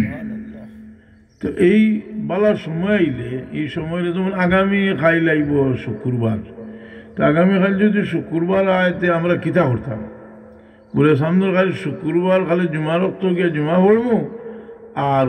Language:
Sylheti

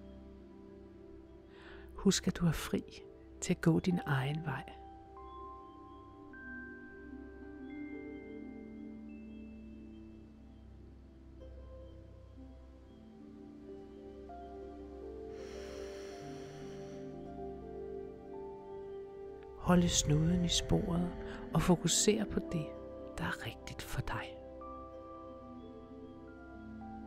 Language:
Danish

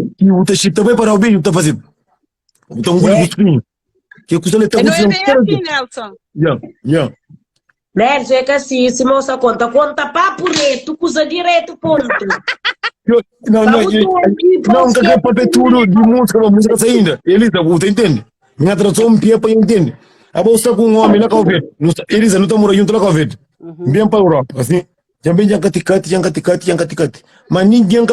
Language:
Kabuverdianu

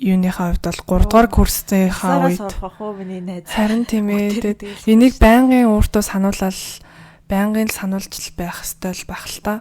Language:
Mongolian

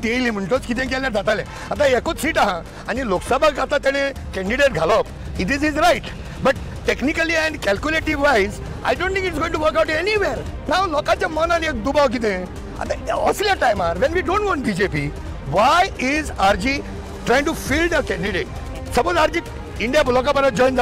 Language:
Konkani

